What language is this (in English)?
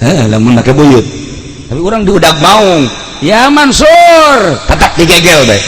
Sundanese